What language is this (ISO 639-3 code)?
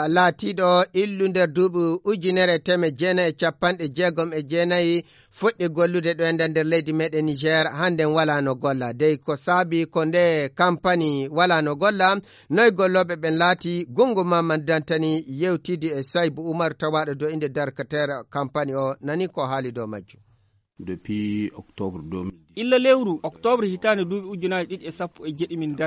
ful